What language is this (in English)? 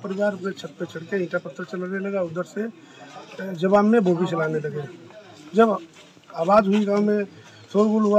Hindi